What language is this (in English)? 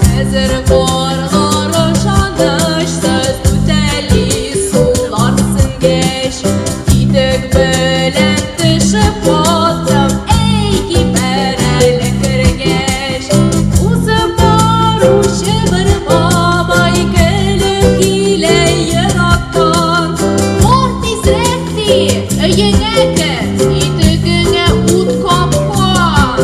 Tatar